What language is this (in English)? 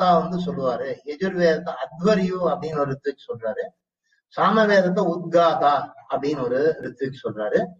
Tamil